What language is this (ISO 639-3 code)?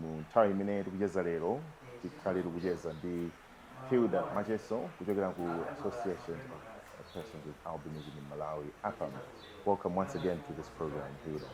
nya